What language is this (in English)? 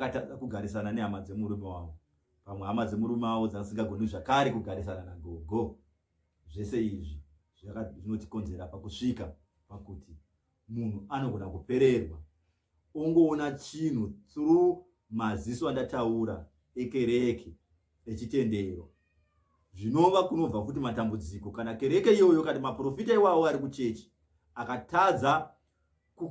Shona